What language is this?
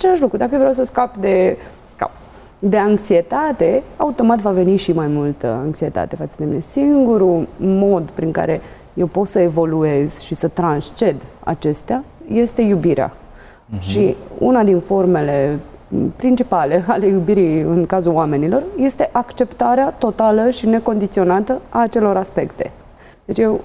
Romanian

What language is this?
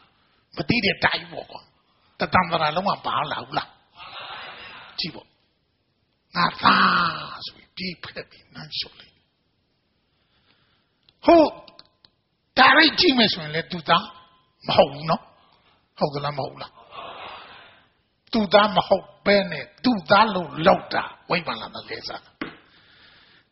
Burmese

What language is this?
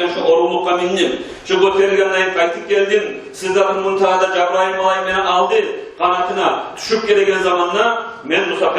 Kumyk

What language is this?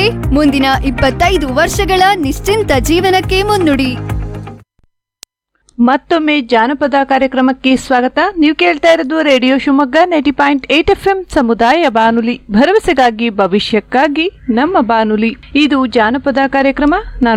Kannada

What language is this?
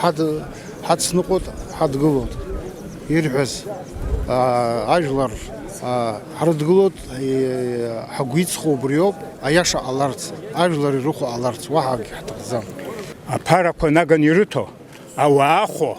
Abkhazian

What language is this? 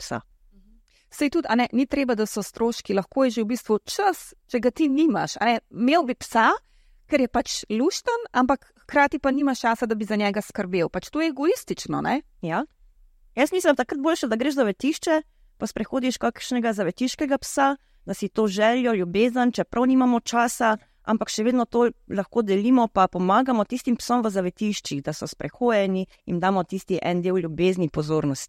Slovenian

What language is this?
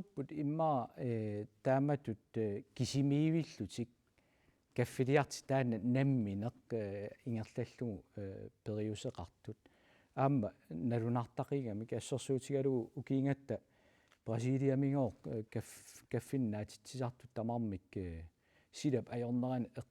Kalaallisut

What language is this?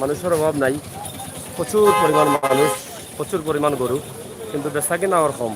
Sylheti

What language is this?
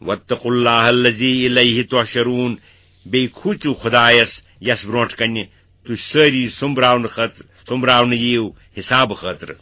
Kashmiri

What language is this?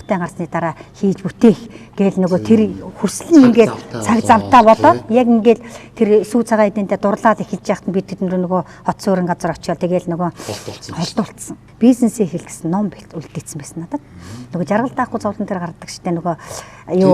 Mongolian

